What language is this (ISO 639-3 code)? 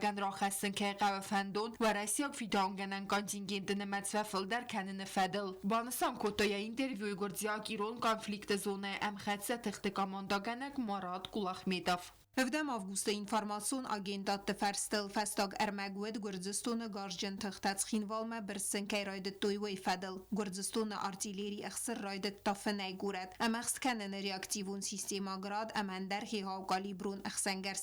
oss